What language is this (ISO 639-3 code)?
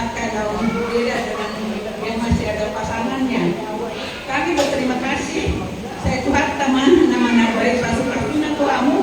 bbc